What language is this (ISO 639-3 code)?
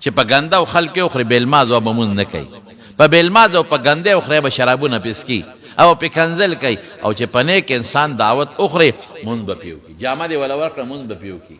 pus